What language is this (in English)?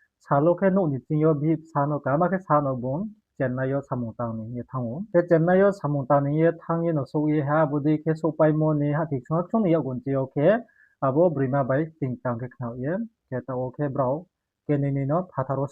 Riang (India)